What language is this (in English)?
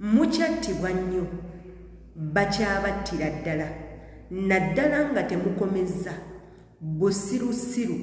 Ganda